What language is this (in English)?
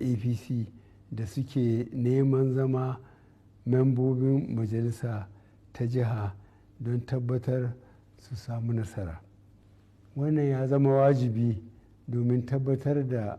Hausa